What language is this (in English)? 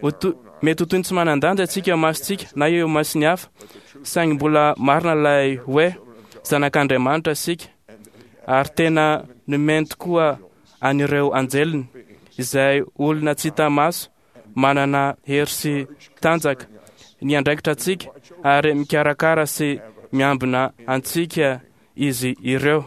Malagasy